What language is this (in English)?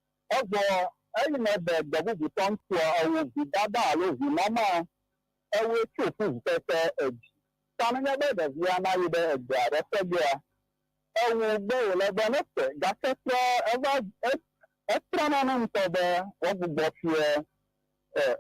Ewe